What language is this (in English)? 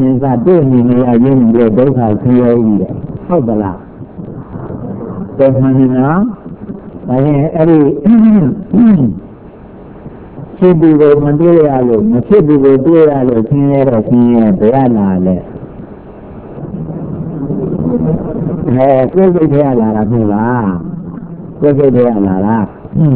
Burmese